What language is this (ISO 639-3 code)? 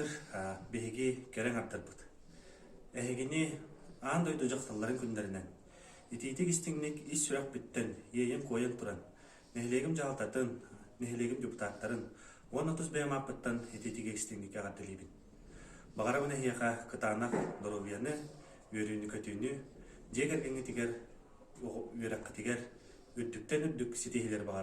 sah